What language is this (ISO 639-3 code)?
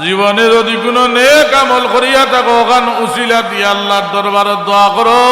syl